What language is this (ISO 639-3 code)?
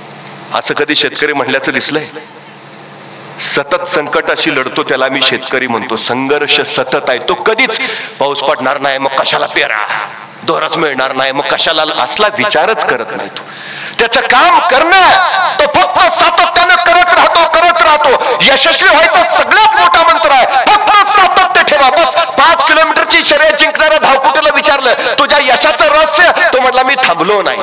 mar